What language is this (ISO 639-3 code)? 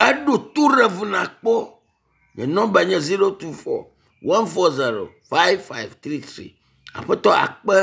ewe